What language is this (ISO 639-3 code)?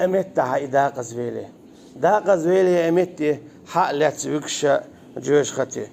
che